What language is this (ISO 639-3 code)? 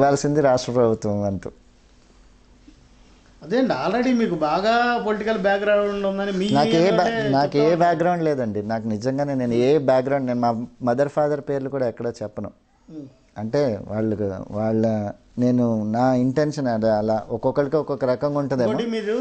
tel